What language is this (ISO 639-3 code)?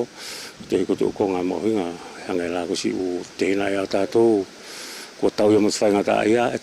wls